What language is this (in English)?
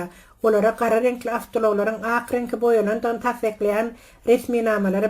Turkmen